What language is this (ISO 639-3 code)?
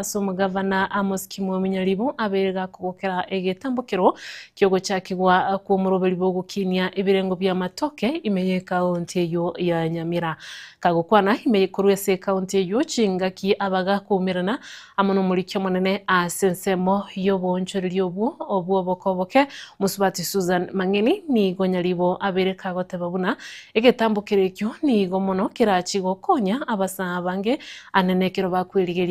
guz